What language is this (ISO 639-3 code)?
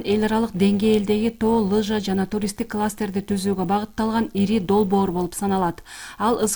kir